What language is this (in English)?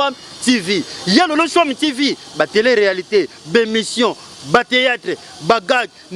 Lingala